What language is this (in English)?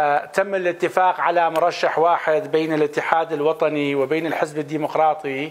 Mesopotamian Arabic